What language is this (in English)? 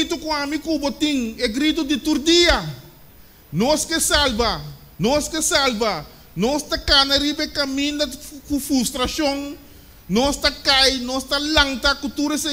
Papiamento